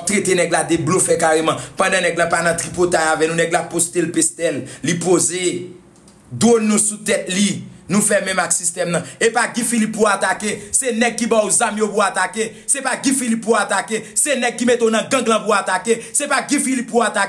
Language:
Haitian Creole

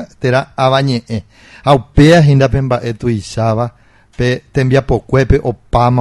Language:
Guarani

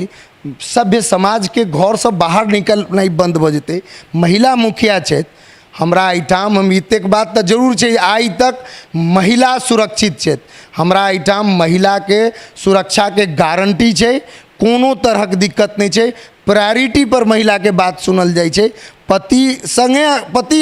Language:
Maithili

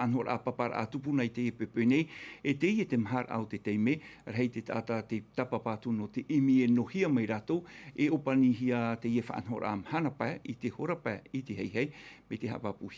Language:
Tahitian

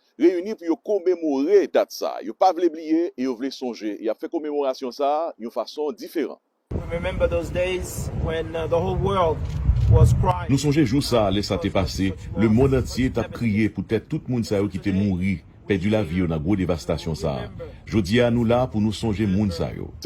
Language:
Haitian Creole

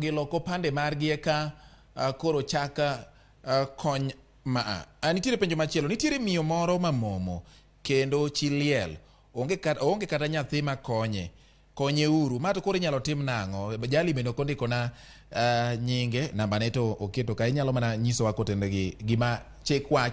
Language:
Luo (Kenya and Tanzania)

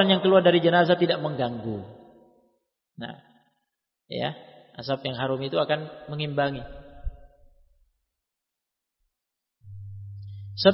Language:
Indonesian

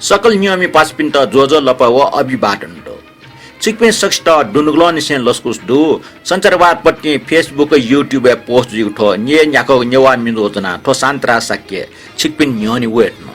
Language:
Newari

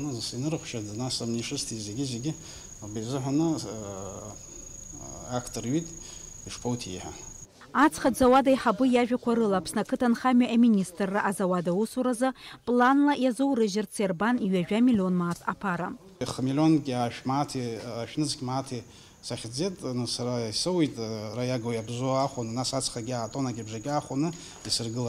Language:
Abkhazian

